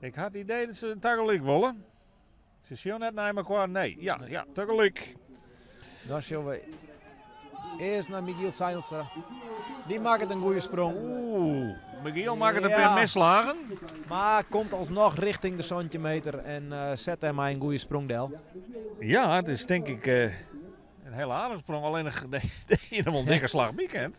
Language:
Western Frisian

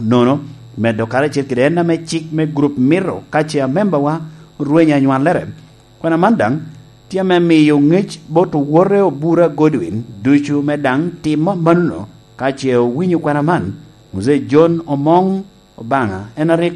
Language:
Lango (Uganda)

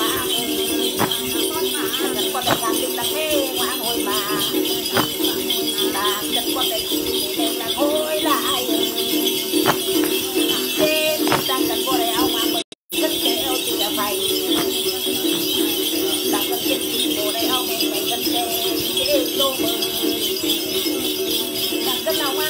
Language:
Vietnamese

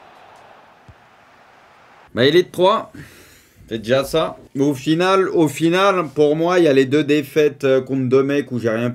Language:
French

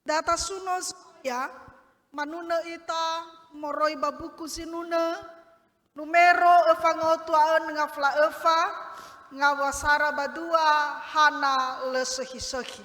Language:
Nias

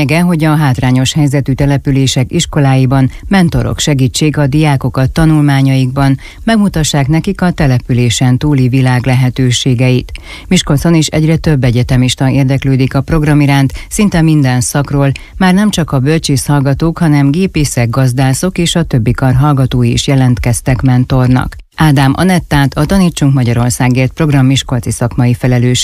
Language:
Hungarian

